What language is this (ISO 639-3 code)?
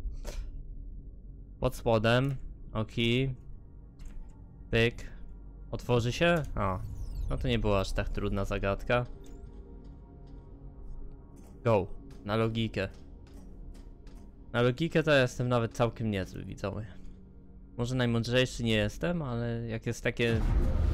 pol